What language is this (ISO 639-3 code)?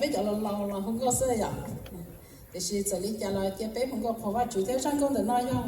hmn